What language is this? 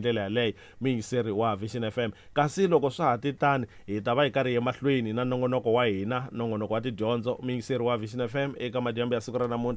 Tsonga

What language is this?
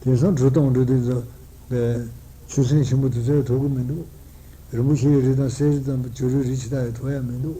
Tibetan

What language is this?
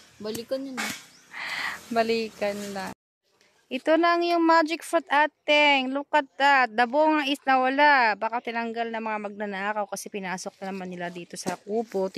Filipino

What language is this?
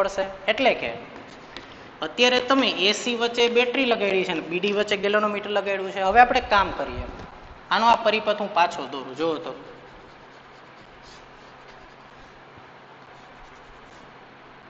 Gujarati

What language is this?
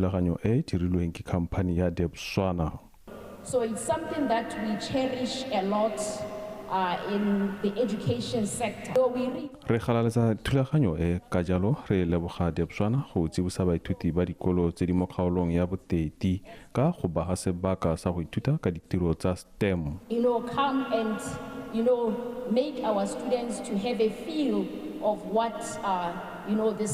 Tswana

